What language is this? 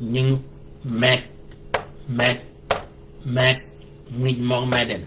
Shilluk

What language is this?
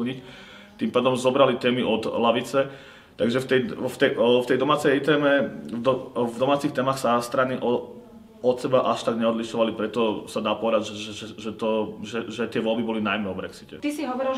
Slovak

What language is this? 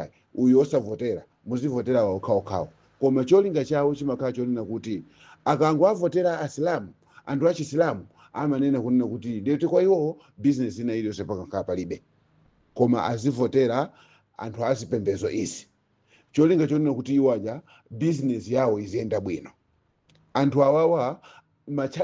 Nyanja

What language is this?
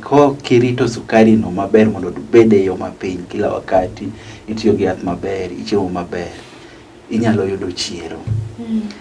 Luo (Kenya and Tanzania)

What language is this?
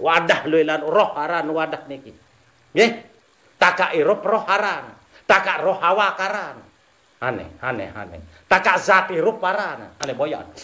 Sasak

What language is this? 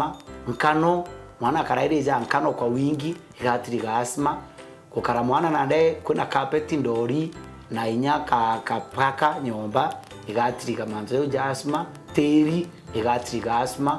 Meru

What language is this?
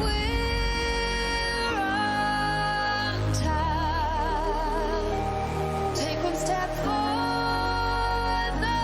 Kara-Kalpak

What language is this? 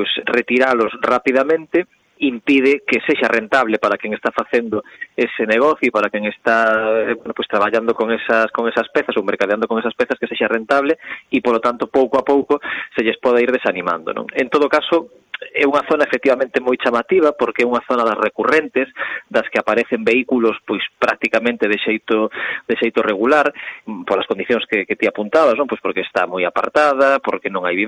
Galician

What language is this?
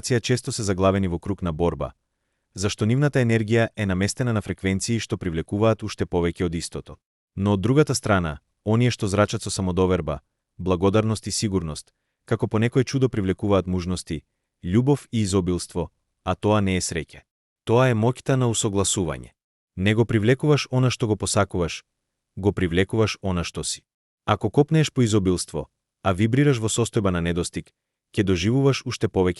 Macedonian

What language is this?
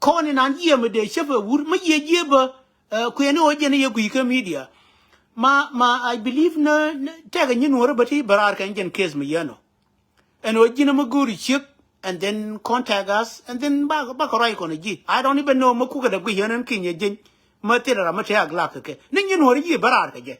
Nuer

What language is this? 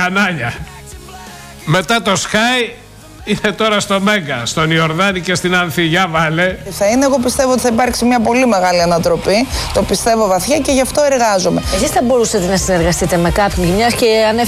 Greek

